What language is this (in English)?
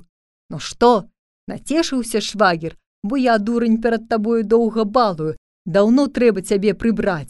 Belarusian